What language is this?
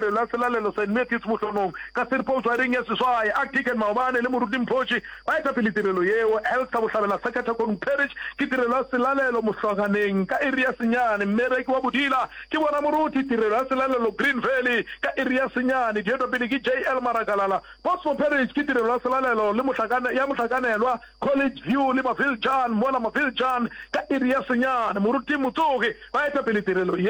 Northern Sotho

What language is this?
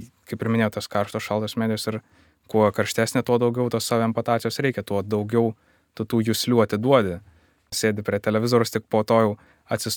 Lithuanian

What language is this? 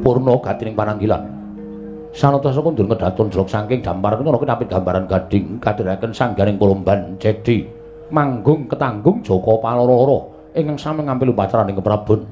Javanese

